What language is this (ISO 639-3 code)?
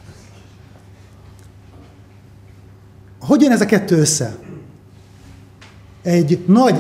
hun